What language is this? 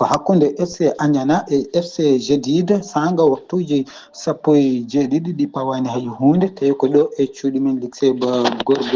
Fula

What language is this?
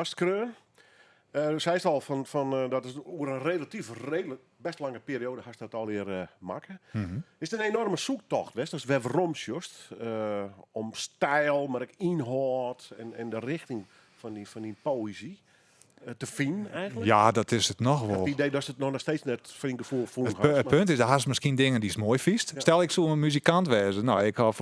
Western Frisian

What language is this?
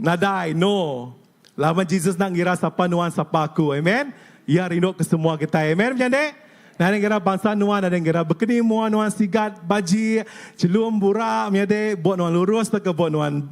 Iban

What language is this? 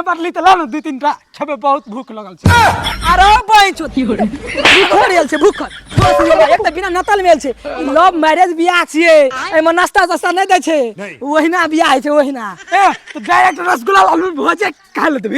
Maithili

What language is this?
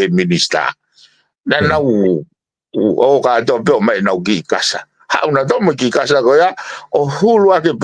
Tongan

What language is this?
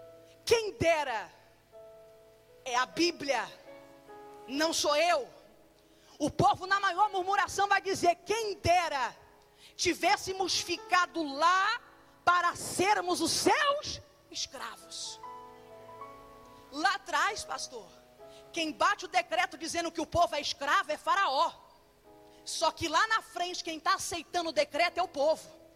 Portuguese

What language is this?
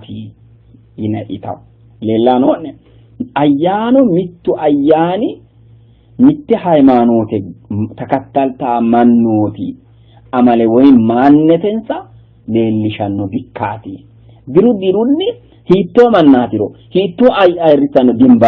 Sidamo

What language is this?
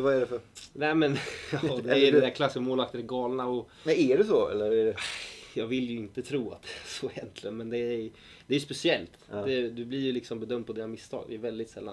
Swedish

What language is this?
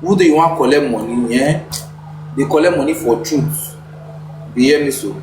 Nigerian Pidgin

